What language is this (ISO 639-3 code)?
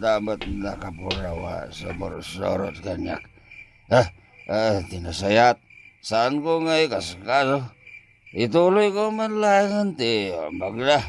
ilo